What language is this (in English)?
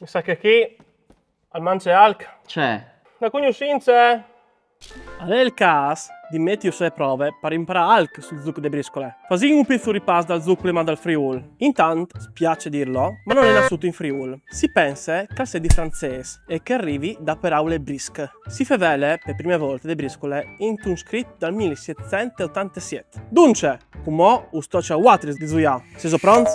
Friulian